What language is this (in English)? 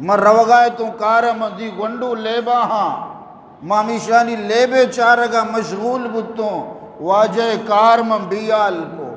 Eastern Balochi